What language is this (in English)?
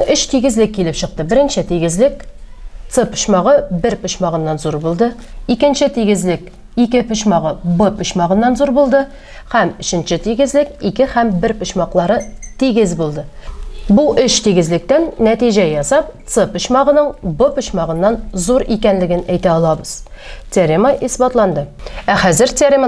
Tatar